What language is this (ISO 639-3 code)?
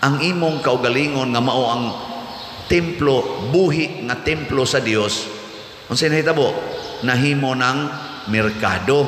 ceb